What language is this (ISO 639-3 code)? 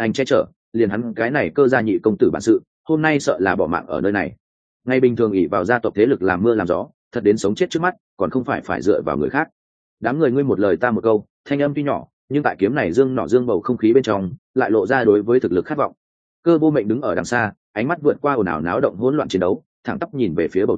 vie